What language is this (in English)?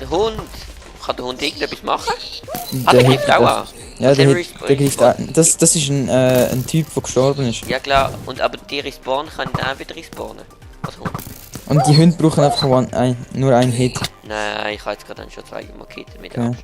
Swiss German